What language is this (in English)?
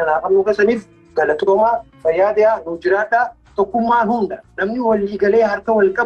Oromo